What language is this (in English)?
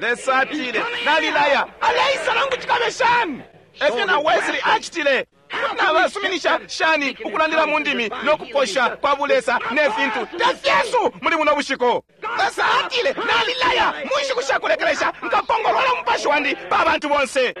Bemba